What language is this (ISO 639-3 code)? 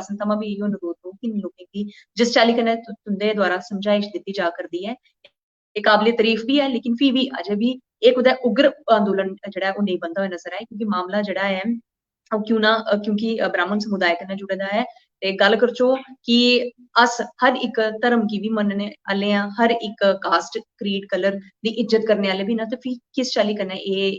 doi